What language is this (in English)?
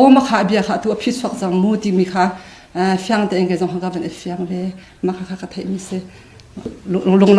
Hakha Chin